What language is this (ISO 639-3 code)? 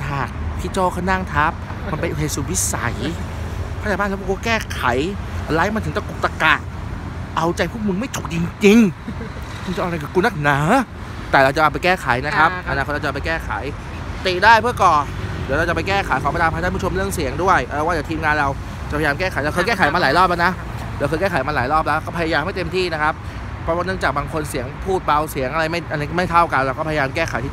tha